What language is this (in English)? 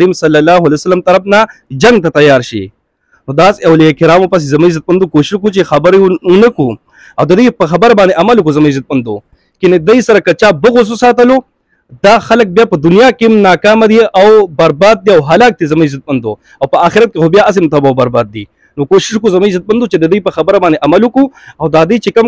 Pashto